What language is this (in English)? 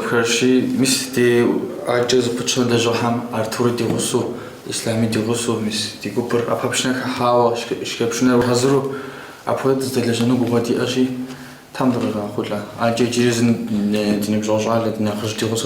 Kabardian